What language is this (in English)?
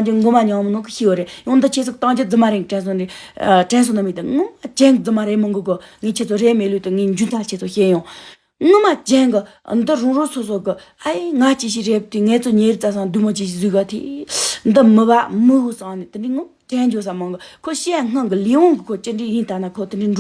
Tibetan